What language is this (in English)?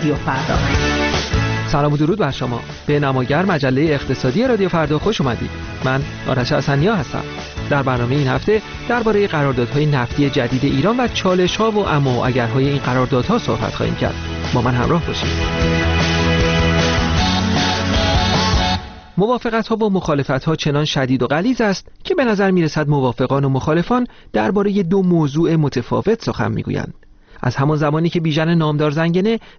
Persian